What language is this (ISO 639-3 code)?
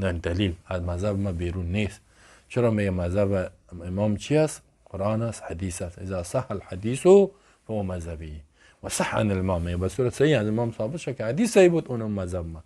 fas